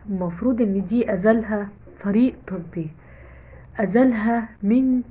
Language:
Egyptian Arabic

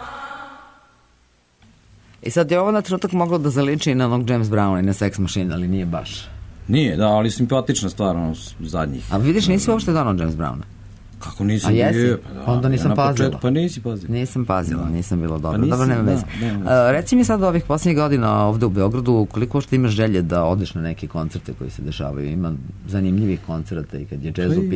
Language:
Serbian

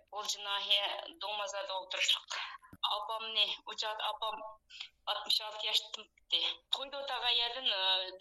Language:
Uyghur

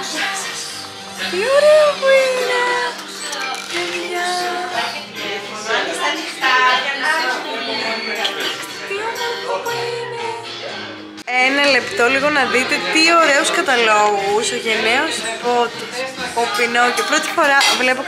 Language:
Greek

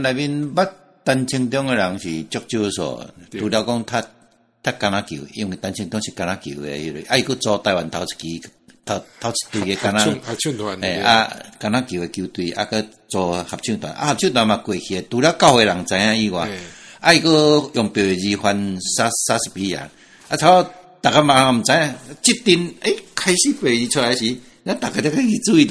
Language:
Min Nan Chinese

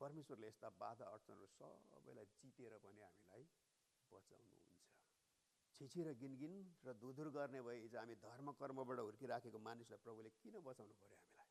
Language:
Nepali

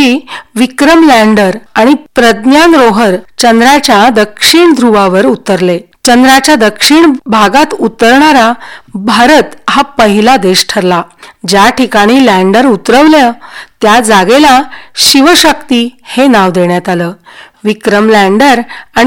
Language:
Marathi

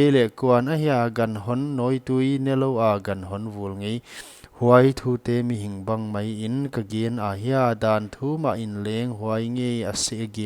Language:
Paite Chin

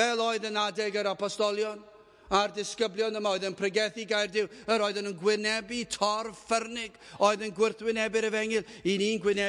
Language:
Welsh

